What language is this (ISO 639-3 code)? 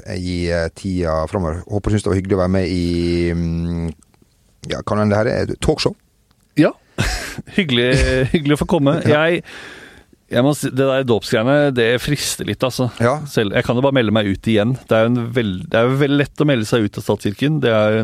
nor